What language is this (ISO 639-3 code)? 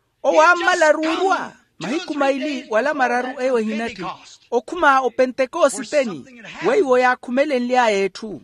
vmw